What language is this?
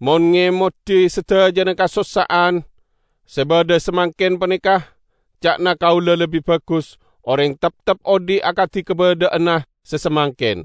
Madurese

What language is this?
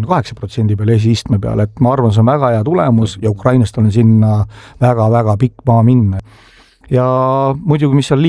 Estonian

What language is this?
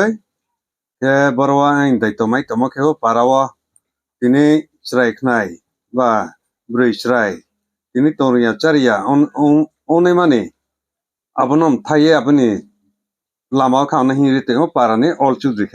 Riang (India)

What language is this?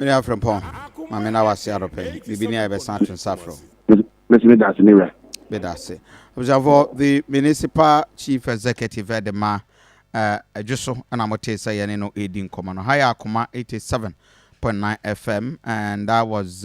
Akan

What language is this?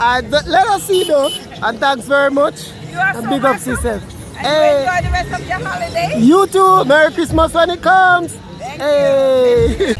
Jamaican Creole English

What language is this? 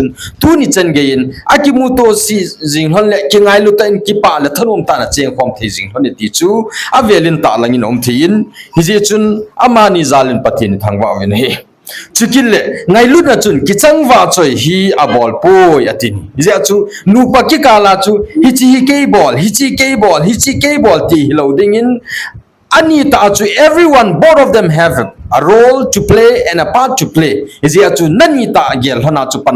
Thado Chin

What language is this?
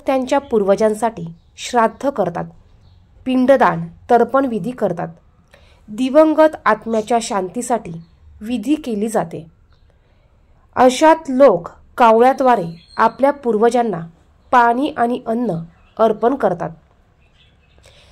Marathi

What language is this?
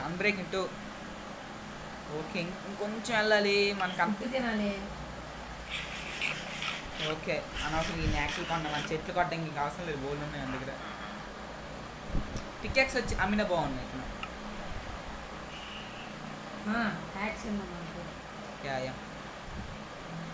Telugu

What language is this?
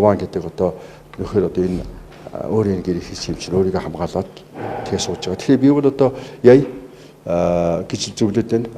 Mongolian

